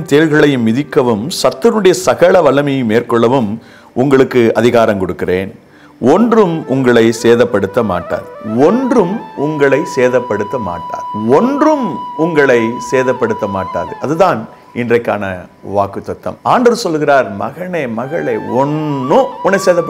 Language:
Tamil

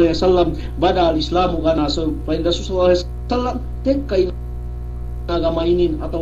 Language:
Yakan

